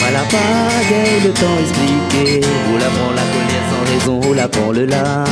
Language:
Réunion Creole French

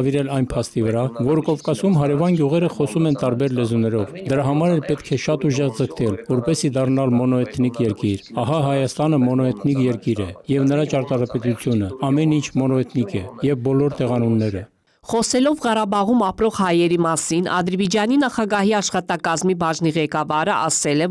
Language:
Armenian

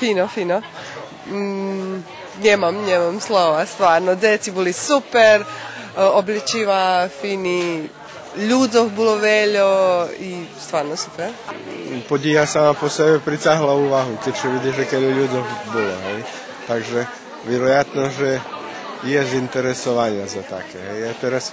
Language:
Rusyn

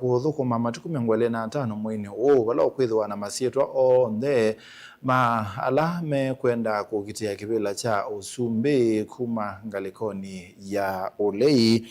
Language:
Kamba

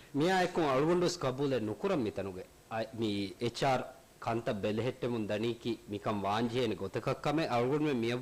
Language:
Divehi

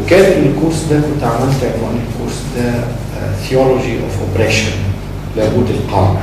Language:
Egyptian Arabic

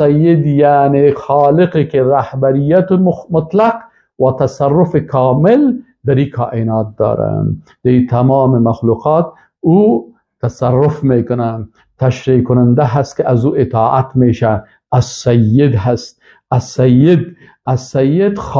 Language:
Persian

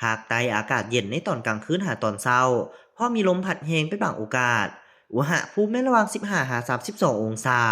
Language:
Lao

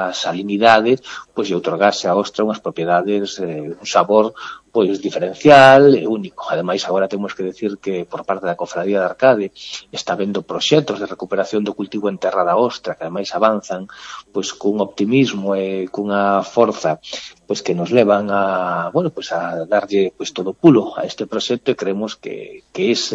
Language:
Galician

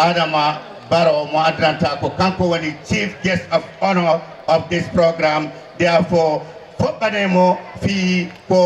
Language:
Fula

